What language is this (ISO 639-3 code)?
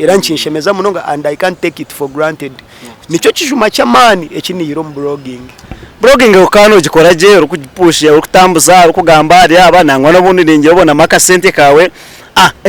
nyn